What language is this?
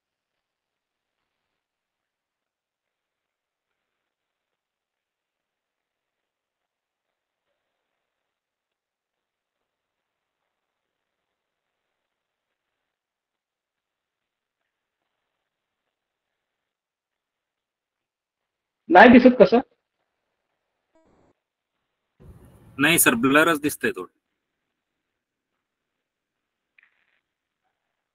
Marathi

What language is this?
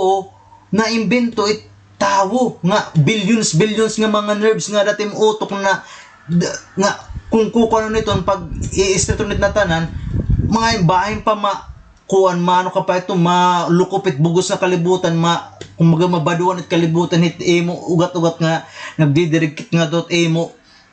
Waray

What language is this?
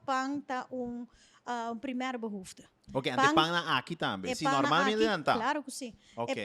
Papiamento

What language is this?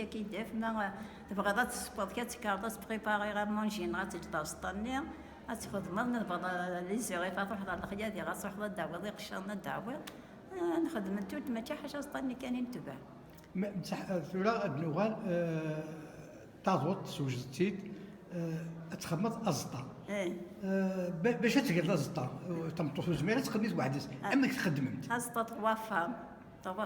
Kabyle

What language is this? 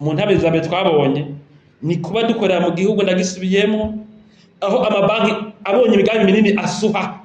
Rundi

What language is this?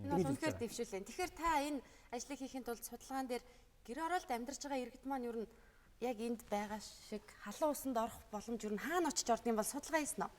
Mongolian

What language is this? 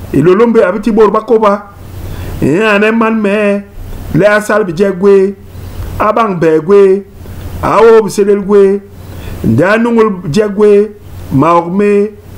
Basaa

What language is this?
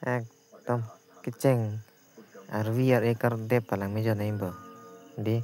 Karbi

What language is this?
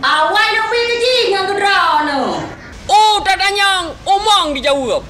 Achinese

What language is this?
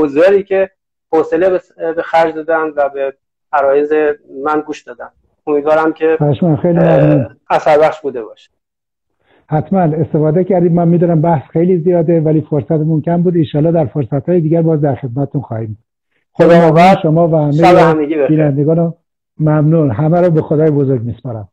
Persian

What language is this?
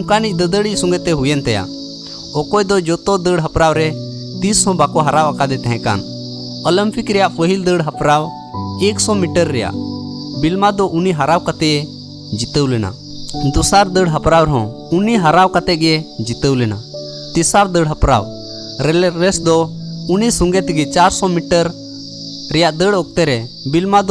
Santali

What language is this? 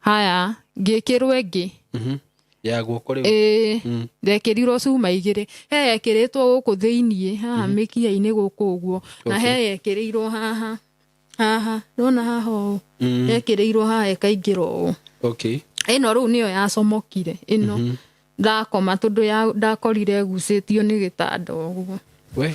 Kikuyu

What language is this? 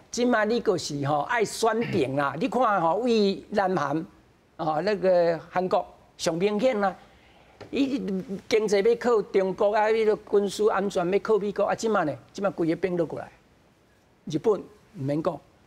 Min Nan Chinese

